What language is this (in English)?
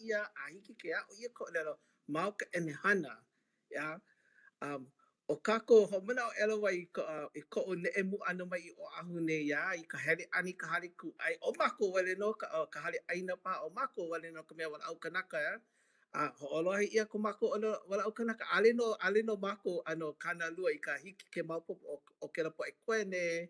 Hawaiian